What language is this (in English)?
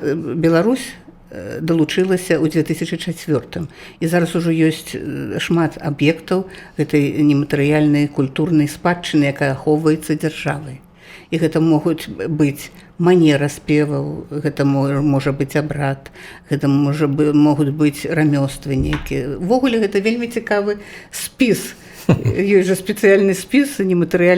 Belarusian